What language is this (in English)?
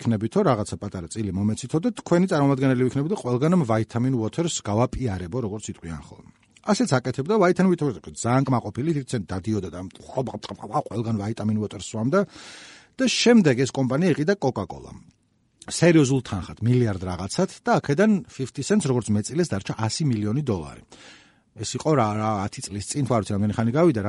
Georgian